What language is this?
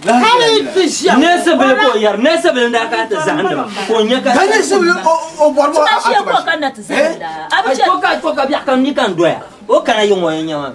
Dagbani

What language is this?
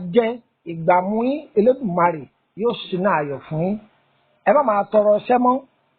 Yoruba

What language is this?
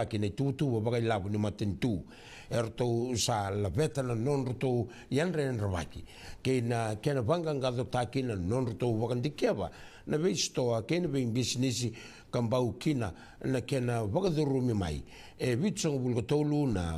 Fijian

